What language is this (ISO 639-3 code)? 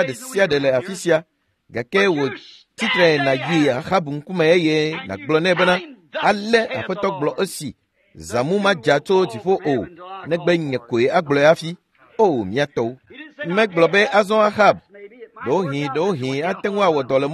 ewe